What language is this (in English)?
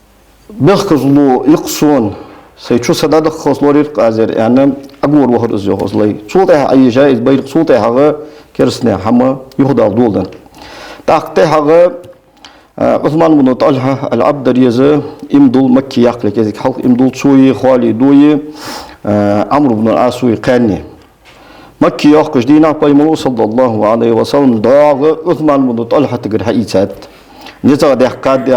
Ingush